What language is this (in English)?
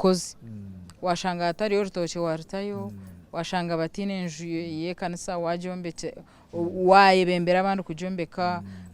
Nyankole